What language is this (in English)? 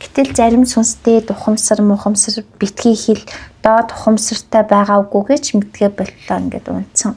Mongolian